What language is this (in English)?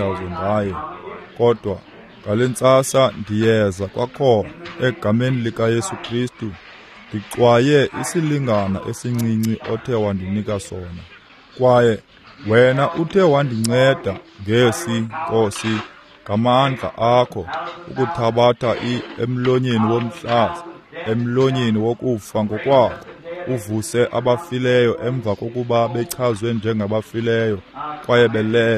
Xhosa